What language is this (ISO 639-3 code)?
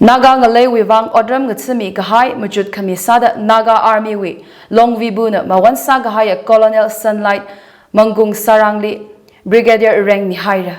nmf